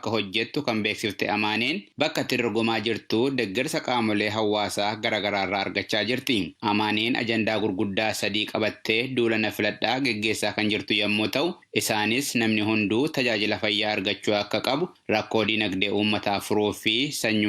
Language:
Oromo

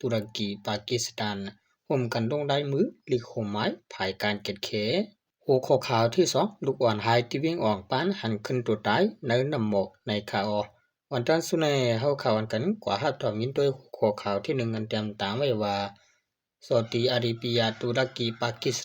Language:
Shan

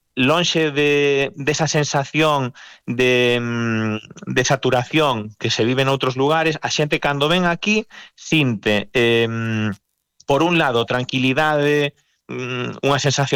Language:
Galician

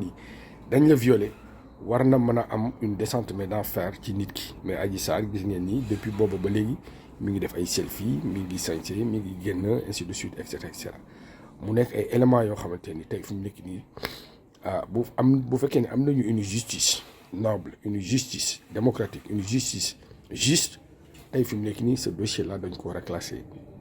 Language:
Wolof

